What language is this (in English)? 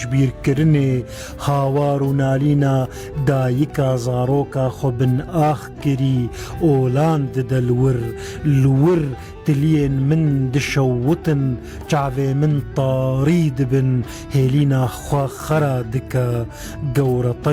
Kurdish